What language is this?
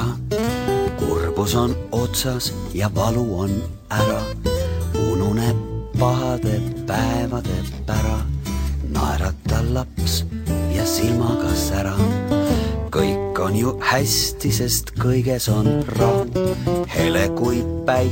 Estonian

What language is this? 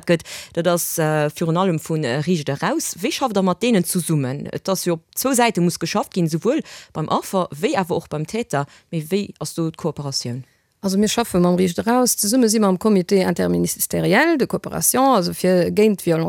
Luxembourgish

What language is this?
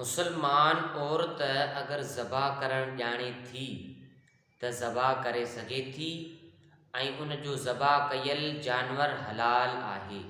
Sindhi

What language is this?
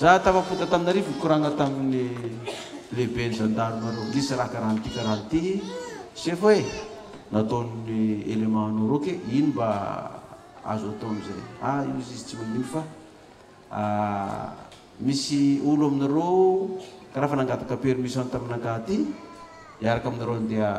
Malagasy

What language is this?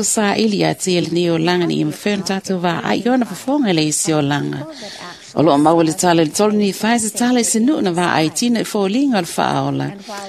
Samoan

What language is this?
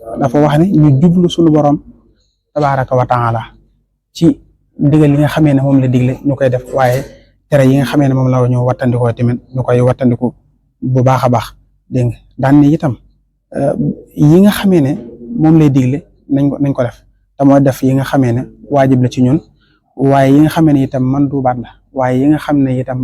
Wolof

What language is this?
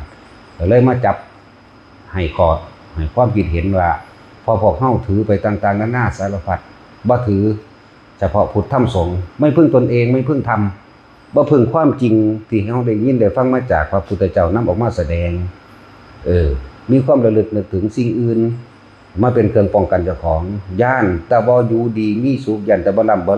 Northeastern Thai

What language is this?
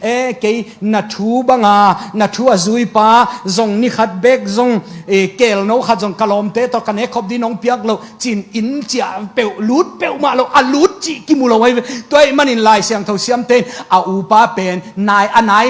Tedim Chin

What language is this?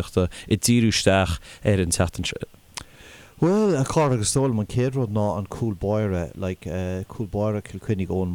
Irish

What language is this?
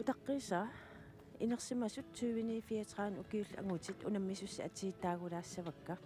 Kalaallisut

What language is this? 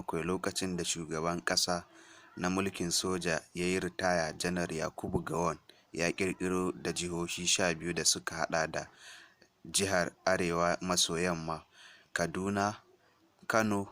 Hausa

